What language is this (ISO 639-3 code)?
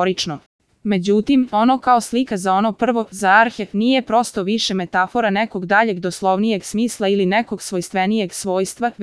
srp